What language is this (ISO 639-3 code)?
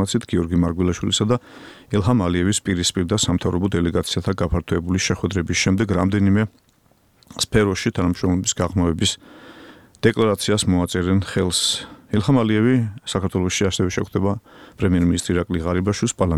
kat